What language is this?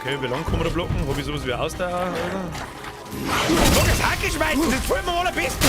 Bavarian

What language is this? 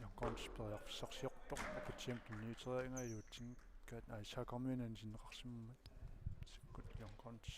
Kalaallisut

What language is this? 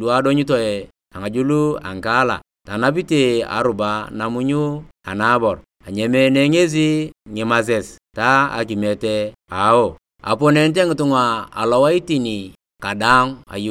Turkana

